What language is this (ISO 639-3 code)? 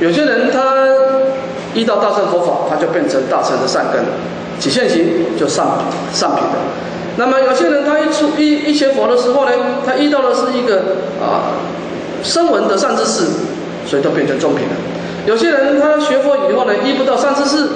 zho